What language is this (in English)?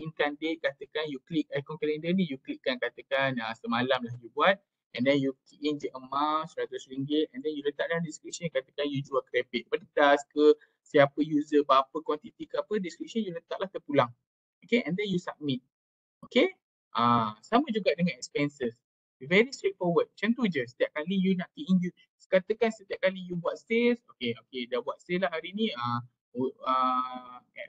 Malay